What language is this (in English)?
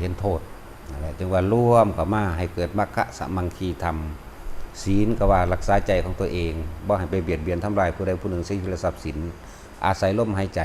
Northeastern Thai